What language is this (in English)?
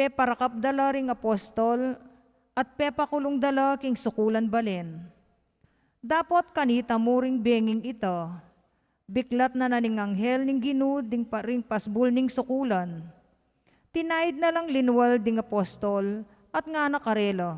Pampanga